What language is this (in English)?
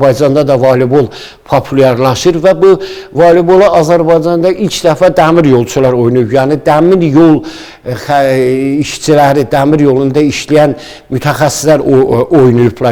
Azerbaijani